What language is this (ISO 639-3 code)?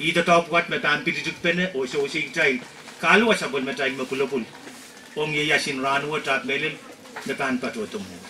pon